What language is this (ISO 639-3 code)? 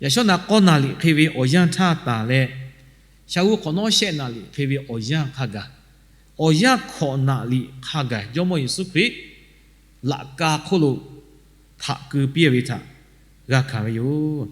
lhu